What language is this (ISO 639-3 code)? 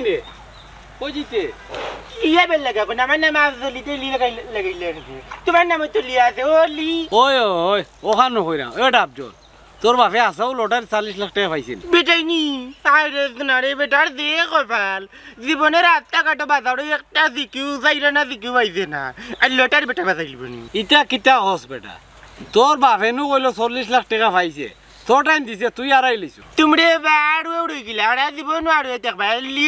syl